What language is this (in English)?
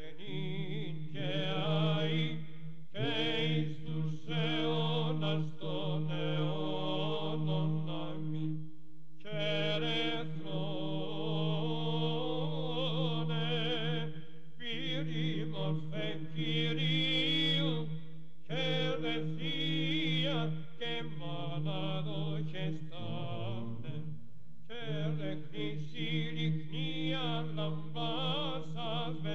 Greek